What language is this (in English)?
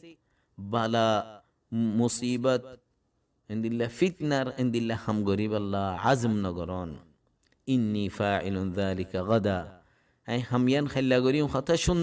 Rohingya